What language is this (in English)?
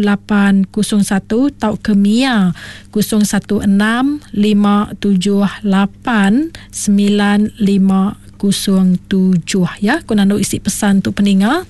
Iban